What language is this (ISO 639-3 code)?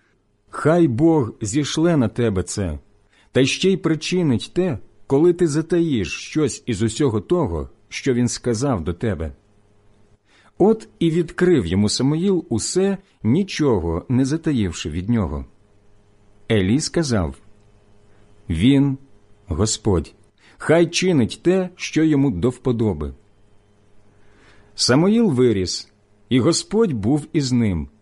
ukr